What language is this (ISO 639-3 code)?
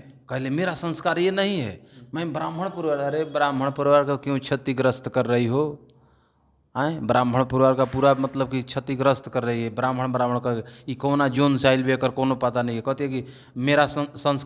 bho